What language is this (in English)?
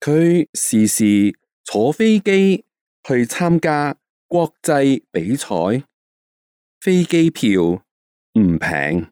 Cantonese